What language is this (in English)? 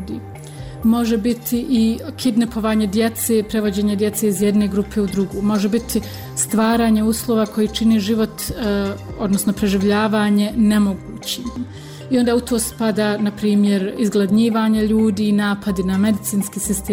Bosnian